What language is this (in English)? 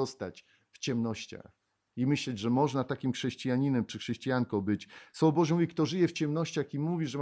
Polish